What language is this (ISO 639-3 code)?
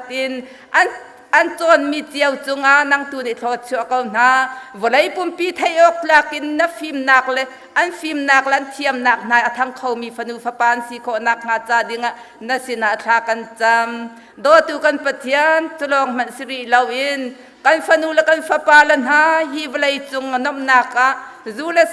cnh